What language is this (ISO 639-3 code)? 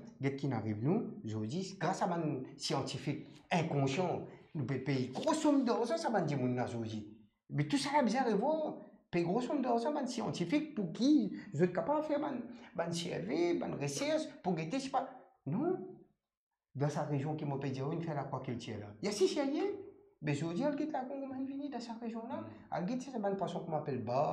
mfe